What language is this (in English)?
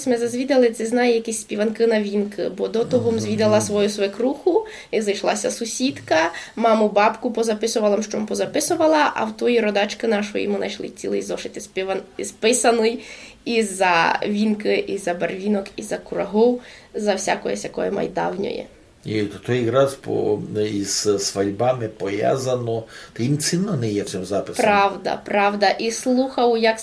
Rusyn